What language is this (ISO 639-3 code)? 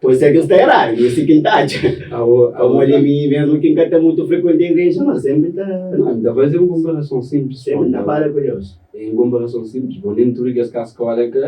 kea